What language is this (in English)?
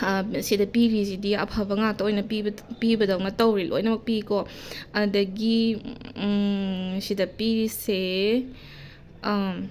Manipuri